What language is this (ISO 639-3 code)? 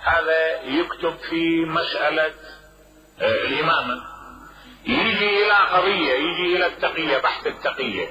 acm